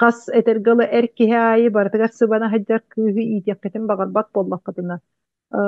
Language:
Yakut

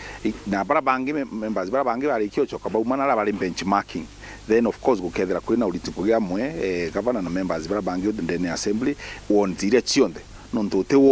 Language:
Meru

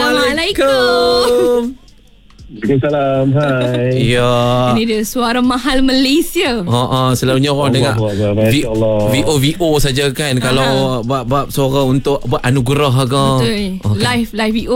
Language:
Malay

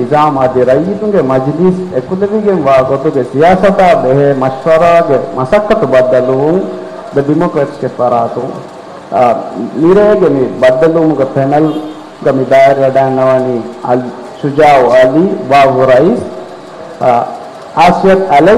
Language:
Divehi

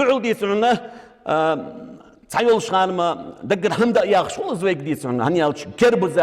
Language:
Ingush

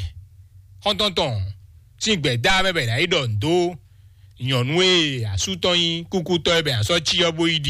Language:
Fon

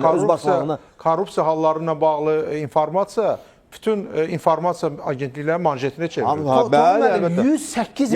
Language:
Azerbaijani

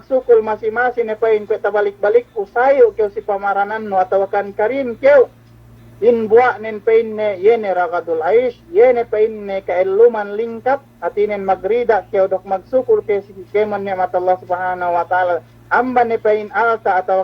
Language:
Yakan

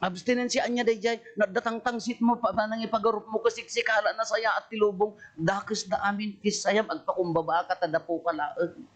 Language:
Iloko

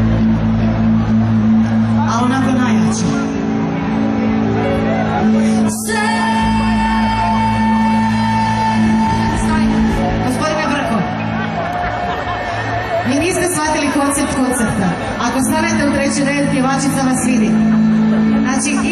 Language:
Croatian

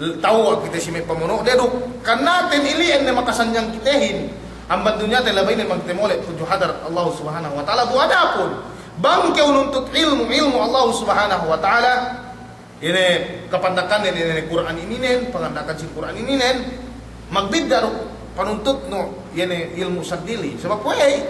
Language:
Yakan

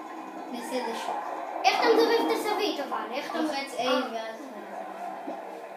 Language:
Hebrew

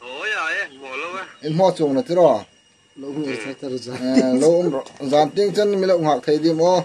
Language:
Hmar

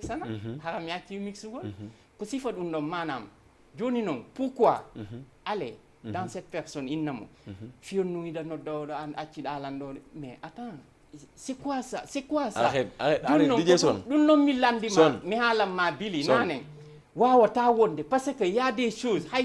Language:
Fula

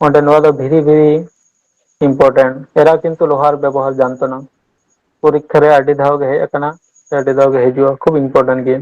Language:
Santali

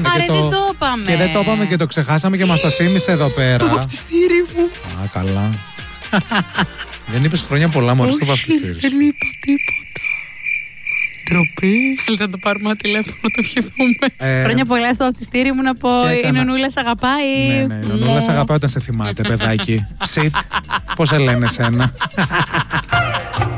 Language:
Greek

